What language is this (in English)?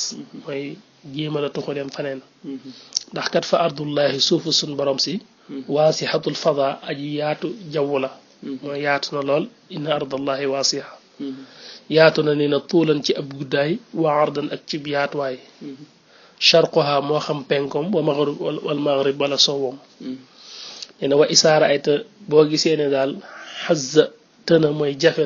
Wolof